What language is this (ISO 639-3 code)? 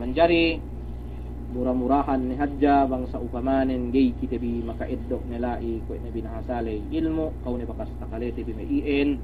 yka